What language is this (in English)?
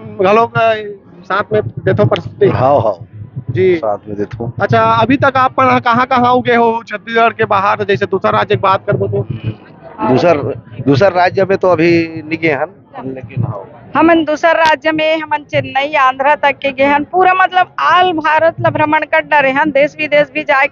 Chhattisgarhi